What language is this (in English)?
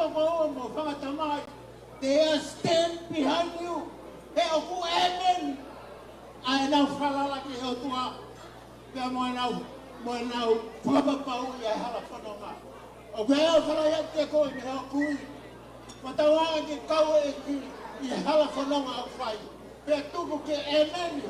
Tongan